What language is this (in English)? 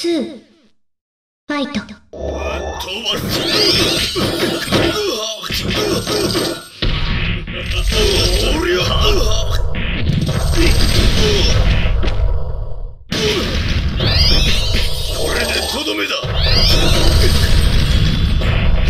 Japanese